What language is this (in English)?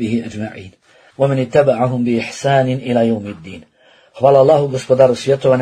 Bosnian